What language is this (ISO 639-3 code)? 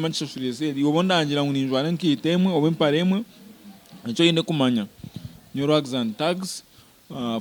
nyn